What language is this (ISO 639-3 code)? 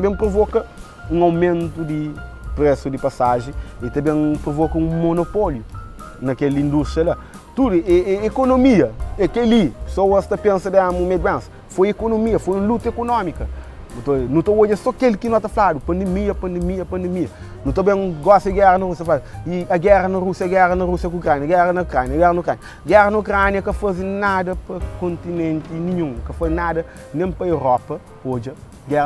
kea